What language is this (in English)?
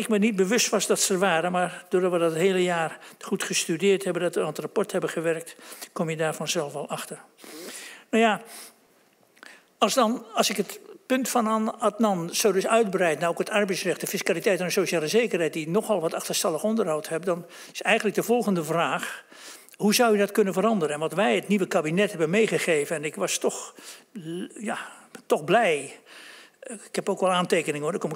Dutch